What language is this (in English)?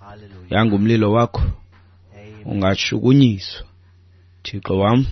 Xhosa